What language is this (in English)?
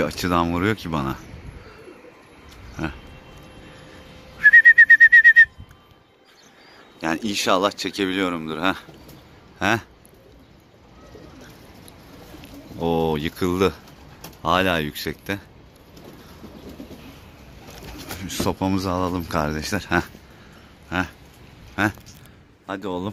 Turkish